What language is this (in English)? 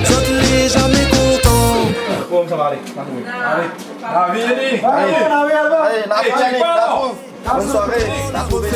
Réunion Creole French